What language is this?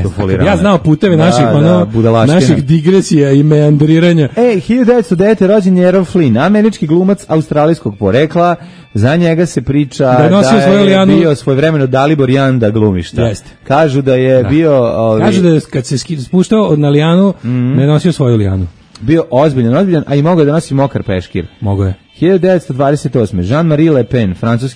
Serbian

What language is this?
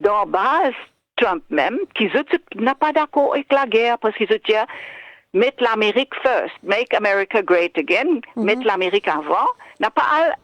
Morisyen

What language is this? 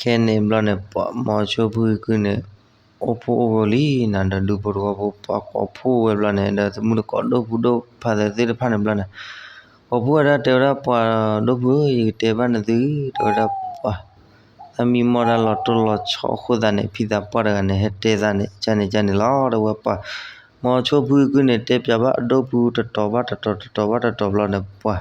S'gaw Karen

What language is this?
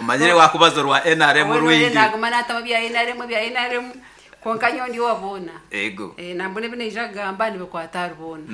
Nyankole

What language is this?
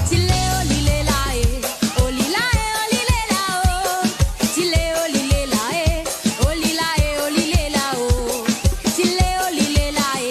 Morisyen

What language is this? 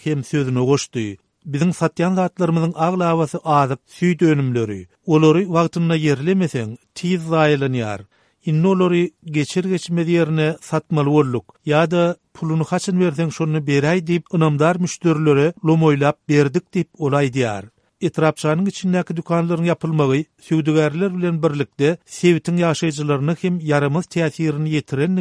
Turkmen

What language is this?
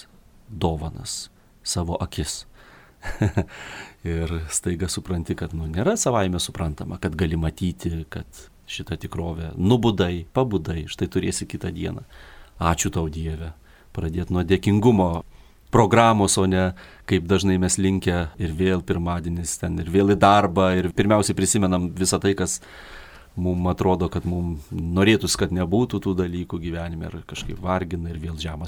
Lithuanian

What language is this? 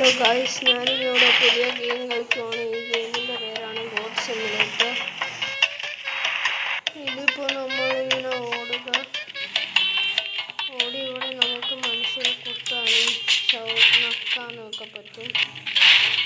Malayalam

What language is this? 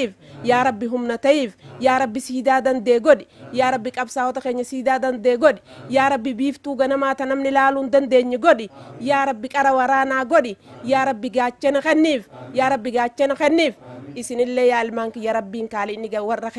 Oromo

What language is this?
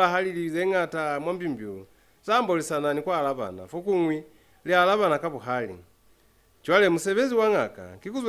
Lozi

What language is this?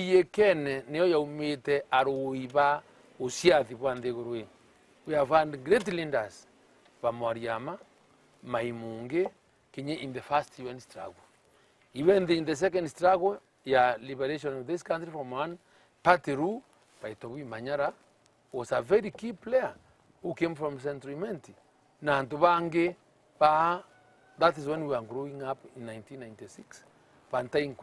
Meru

